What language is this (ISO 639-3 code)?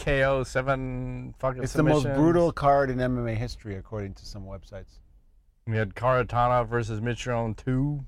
eng